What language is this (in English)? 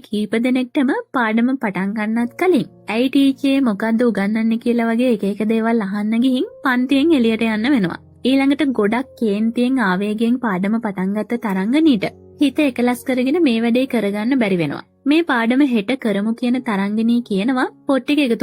Sinhala